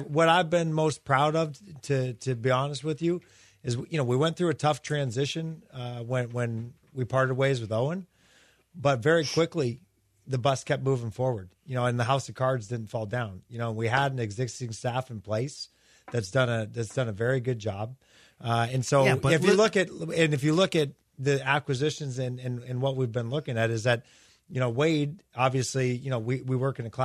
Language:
English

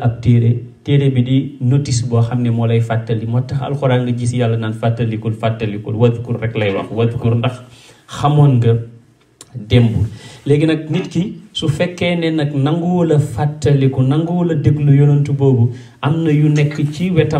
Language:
Wolof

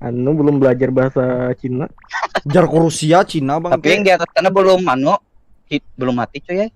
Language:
Banjar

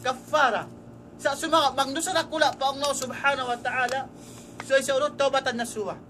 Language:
Tausug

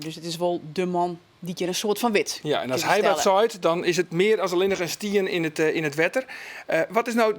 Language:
Western Frisian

